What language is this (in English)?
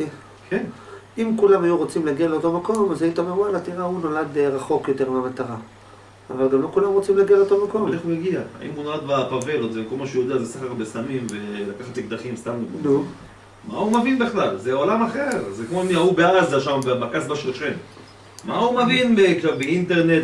Hebrew